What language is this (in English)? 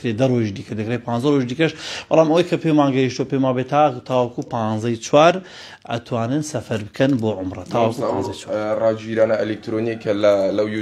Central Kurdish